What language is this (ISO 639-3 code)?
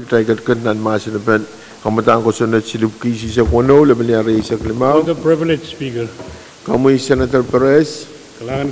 pon